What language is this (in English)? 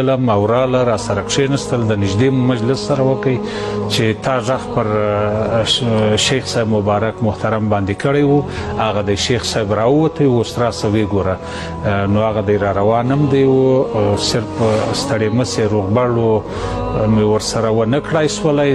Pashto